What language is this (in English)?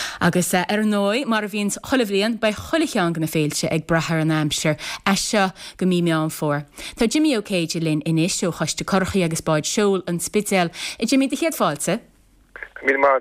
Irish